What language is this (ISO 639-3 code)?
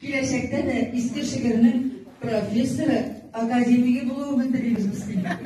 tat